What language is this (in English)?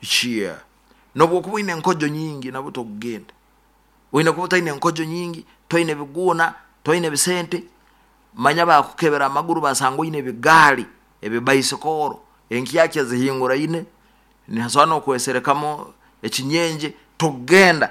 Nyoro